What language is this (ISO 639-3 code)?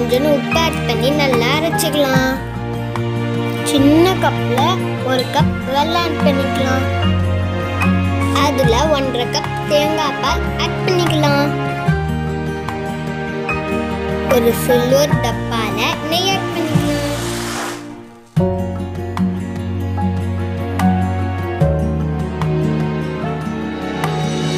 tam